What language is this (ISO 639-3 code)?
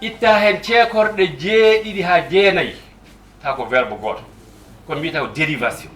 ful